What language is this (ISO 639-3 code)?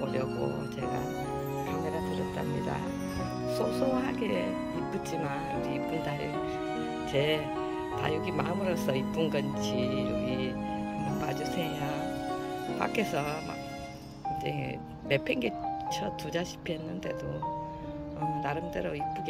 kor